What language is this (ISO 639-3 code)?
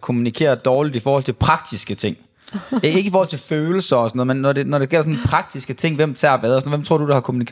dan